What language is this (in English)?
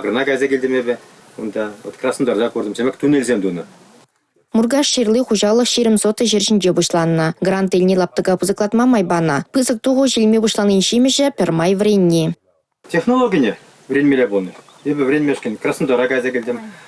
Chuvash